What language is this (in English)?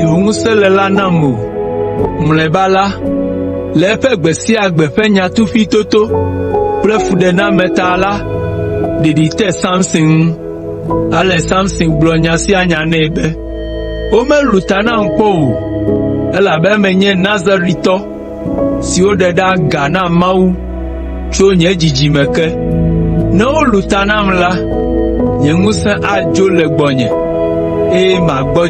Ewe